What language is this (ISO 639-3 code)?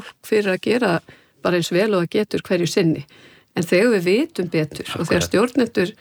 isl